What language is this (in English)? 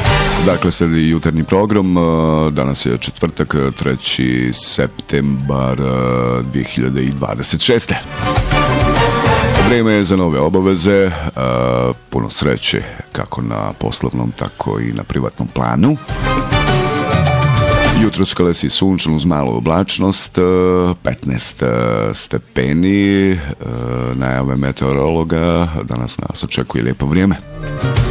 Bosnian